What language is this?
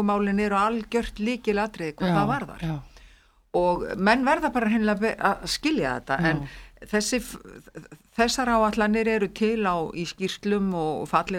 Icelandic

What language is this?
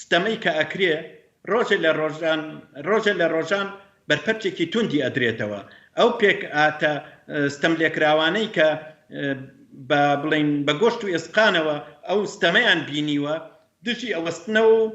Central Kurdish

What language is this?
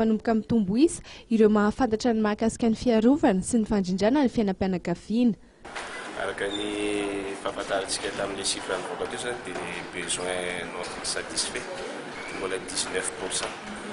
Malagasy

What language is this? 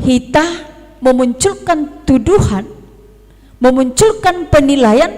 Batak Simalungun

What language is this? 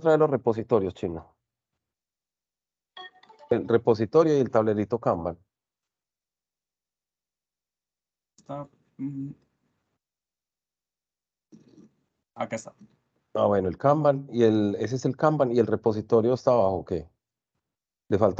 Spanish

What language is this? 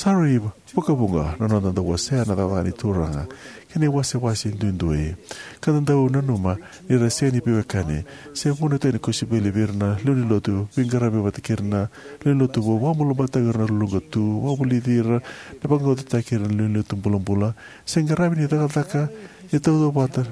Fijian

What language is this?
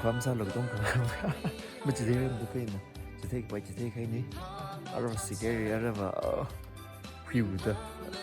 Tangkhul Naga (India)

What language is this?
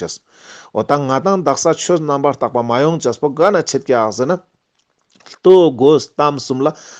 Ladakhi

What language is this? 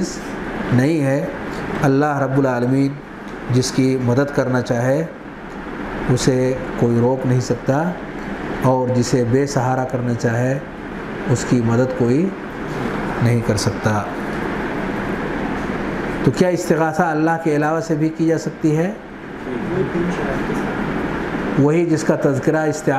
Urdu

